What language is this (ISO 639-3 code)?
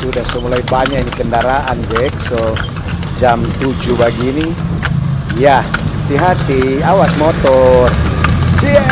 xmm